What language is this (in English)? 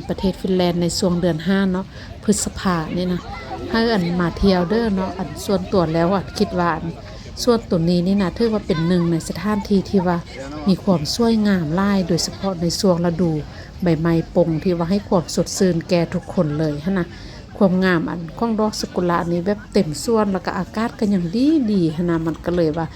Northeastern Thai